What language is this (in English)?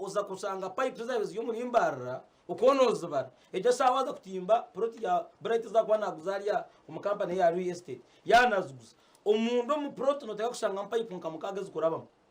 Nyankole